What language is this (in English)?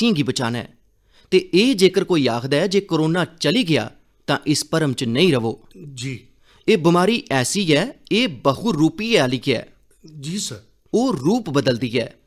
Dogri